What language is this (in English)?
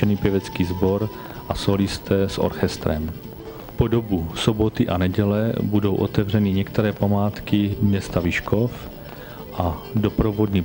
Czech